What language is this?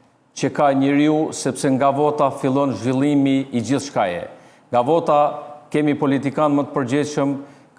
Albanian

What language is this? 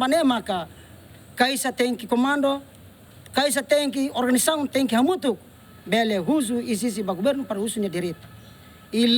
Tetum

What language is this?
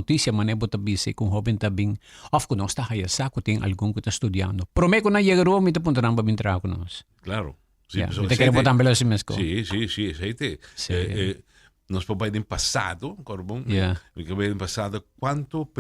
Papiamento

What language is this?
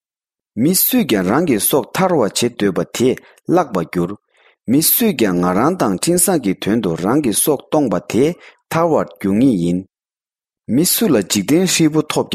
Tibetan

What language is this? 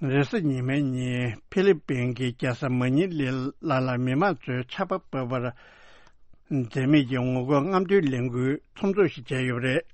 Tibetan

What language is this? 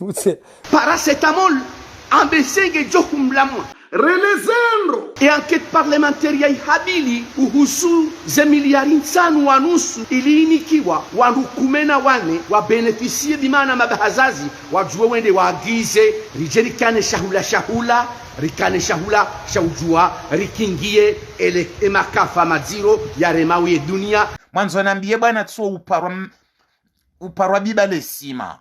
Ngazidja Comorian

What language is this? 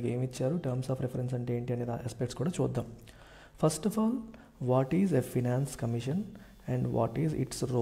Telugu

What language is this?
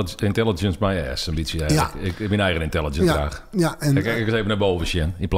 Western Frisian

